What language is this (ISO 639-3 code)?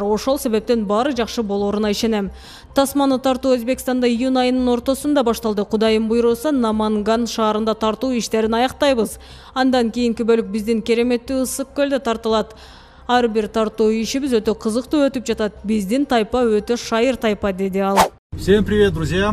kir